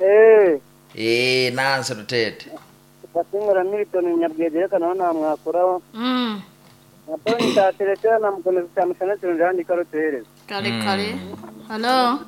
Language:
Nyankole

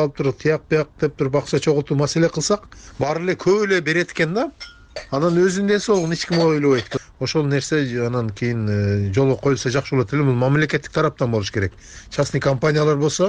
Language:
Kyrgyz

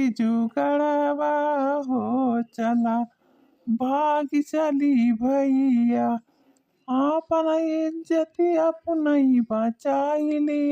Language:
Awadhi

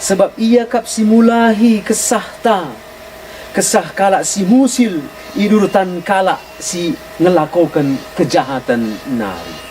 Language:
Batak Karo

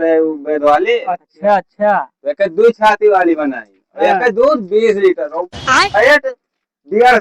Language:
Awadhi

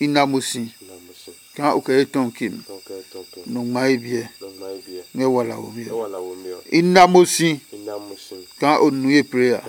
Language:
Adangme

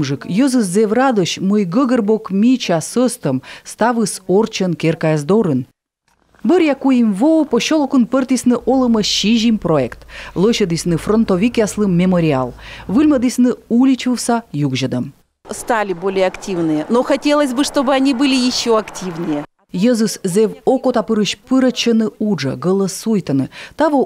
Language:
Komi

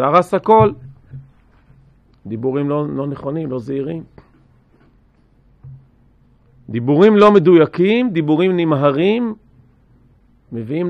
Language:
Hebrew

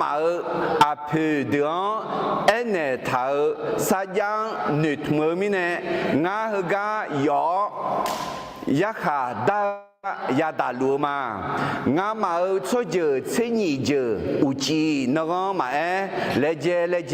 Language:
Akha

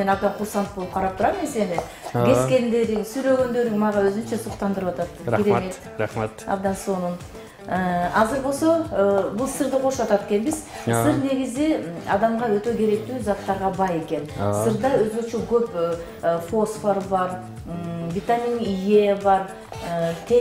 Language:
Kyrgyz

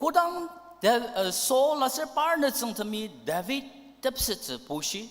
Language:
Ao Naga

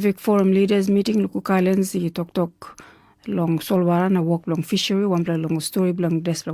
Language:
Tok Pisin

